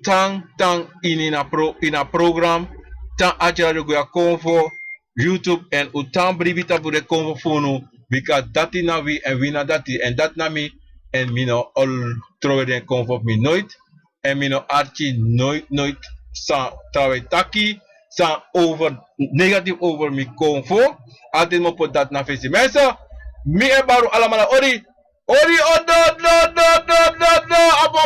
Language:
Sranan Tongo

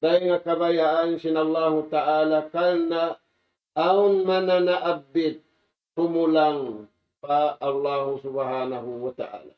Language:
Tausug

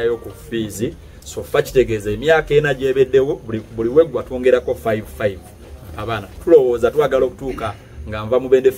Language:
Ganda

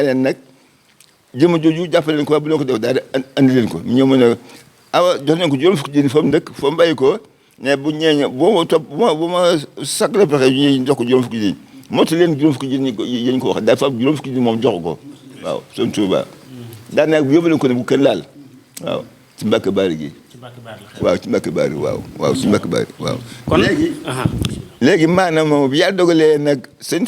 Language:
Wolof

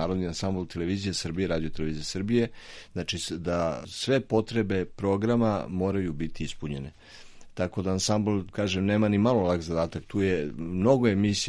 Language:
Serbian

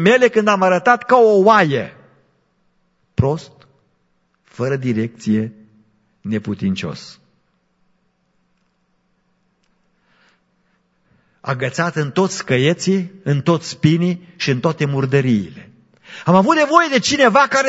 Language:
Romanian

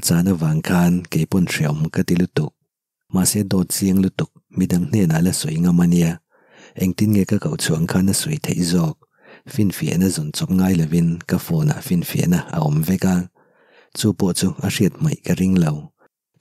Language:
Mizo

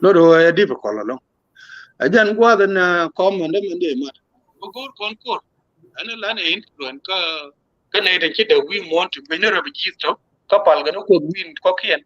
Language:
Nuer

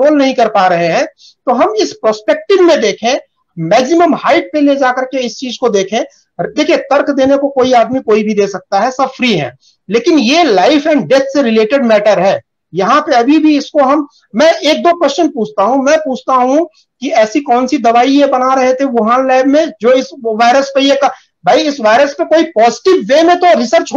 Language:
Hindi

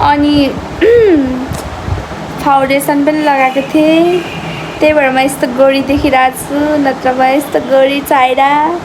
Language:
Nepali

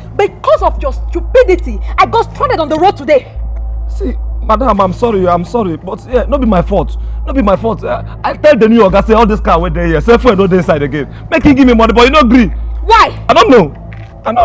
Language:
Nigerian Pidgin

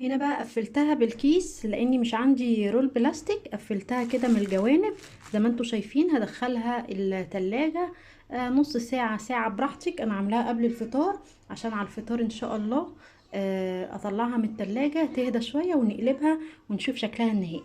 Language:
Egyptian Arabic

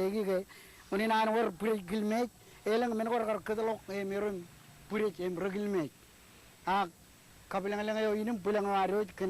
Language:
Marshallese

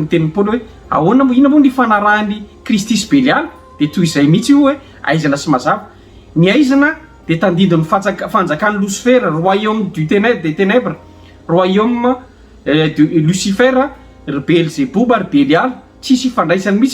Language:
Malagasy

